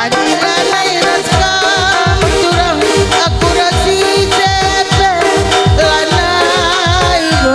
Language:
Batak Karo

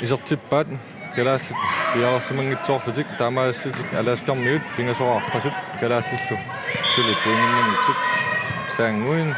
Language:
Kalaallisut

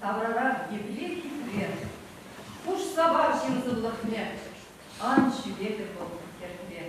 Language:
Chuvash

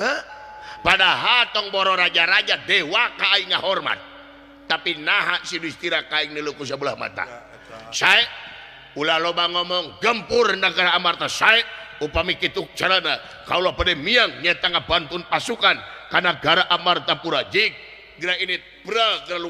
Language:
Sundanese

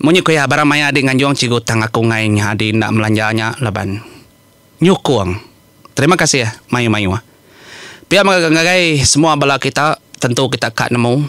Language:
Iban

